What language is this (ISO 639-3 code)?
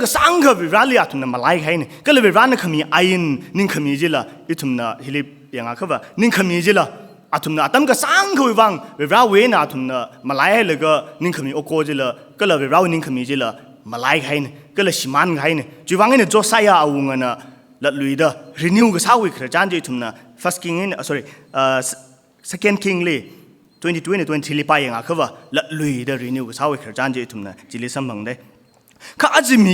nmf